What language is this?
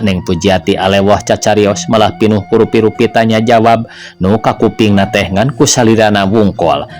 Sundanese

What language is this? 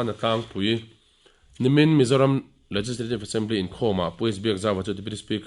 Mizo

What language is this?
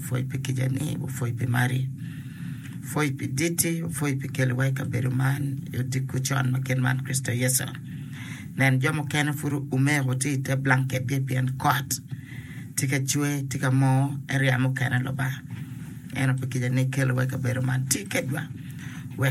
Acoli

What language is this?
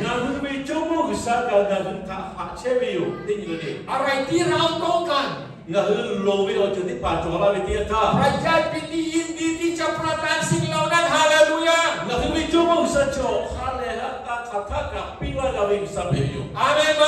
Lahu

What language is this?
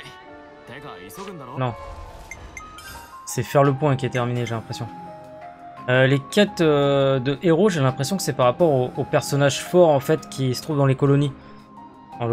French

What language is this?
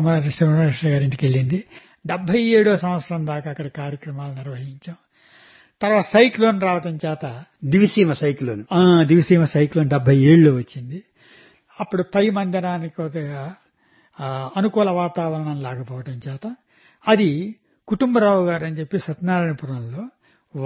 Telugu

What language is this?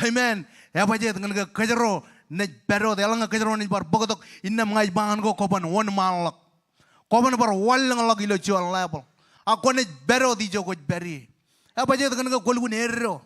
Marshallese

